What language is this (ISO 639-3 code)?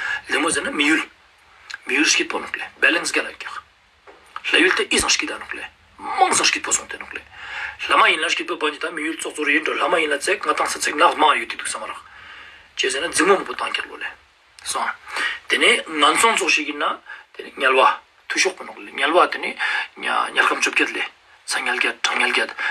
lbj